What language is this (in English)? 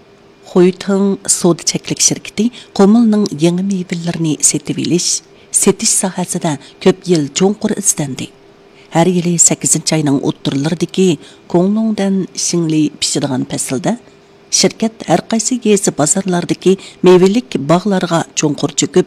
Uyghur